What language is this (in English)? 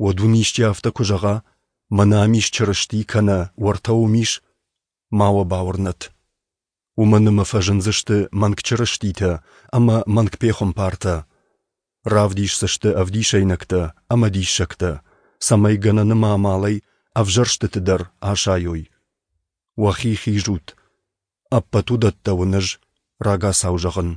Ossetic